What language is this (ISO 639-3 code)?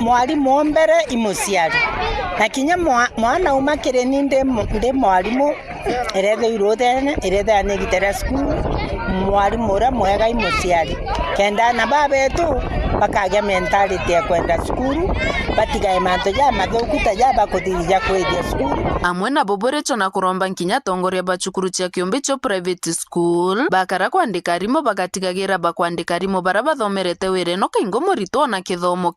mer